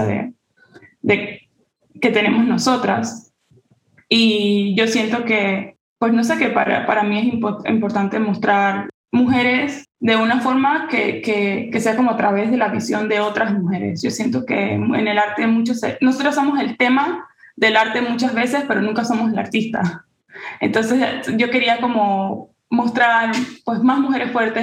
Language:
Spanish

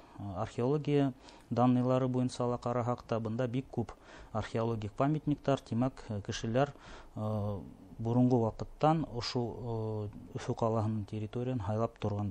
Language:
Bashkir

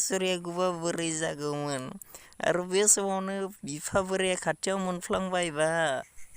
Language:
Bodo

